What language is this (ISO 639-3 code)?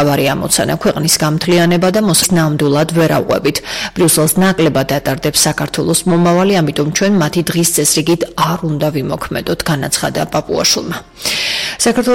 kat